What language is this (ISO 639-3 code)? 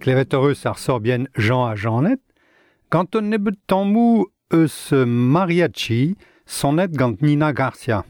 bre